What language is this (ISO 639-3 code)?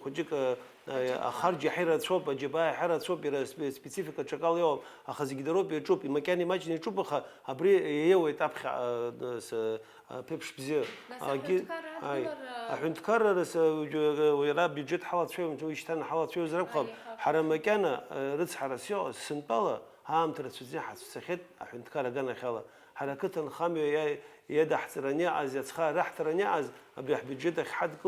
abk